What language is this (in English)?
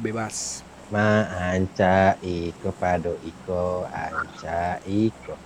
Minangkabau